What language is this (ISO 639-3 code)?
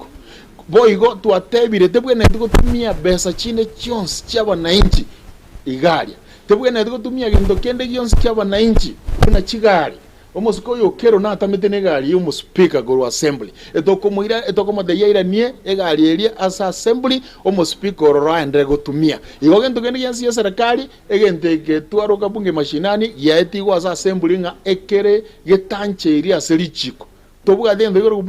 guz